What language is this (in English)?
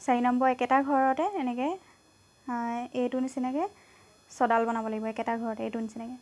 Assamese